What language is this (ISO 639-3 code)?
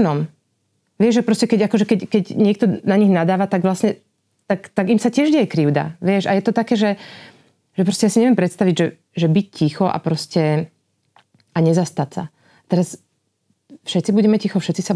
slk